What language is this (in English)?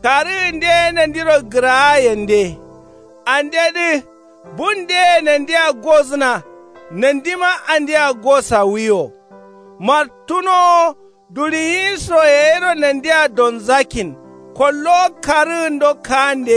Kanuri